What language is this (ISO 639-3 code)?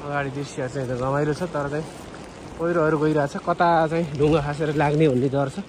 nep